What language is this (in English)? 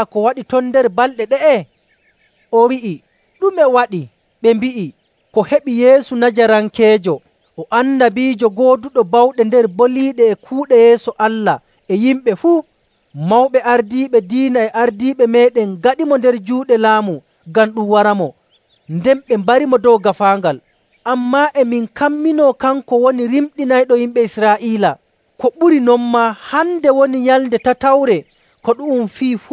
Nigerian Fulfulde